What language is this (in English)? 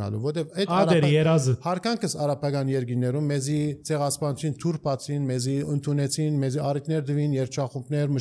Armenian